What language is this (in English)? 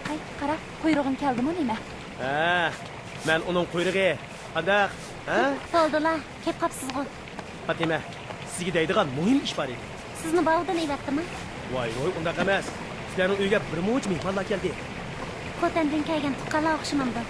Uyghur